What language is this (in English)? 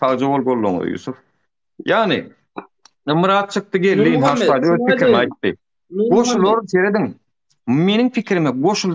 Turkmen